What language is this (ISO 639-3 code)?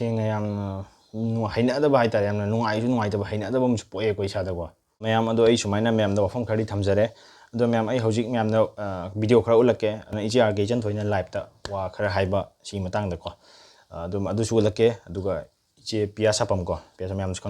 mni